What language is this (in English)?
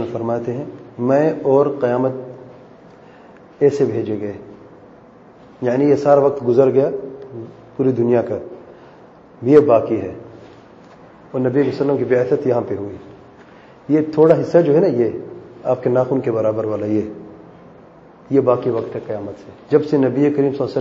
Urdu